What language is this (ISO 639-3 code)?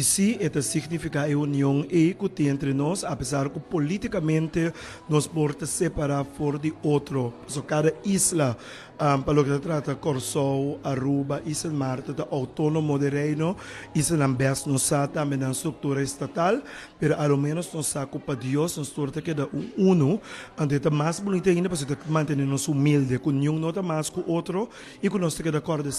pap